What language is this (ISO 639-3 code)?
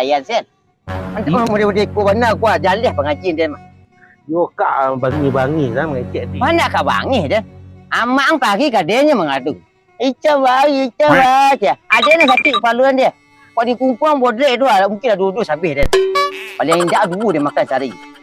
min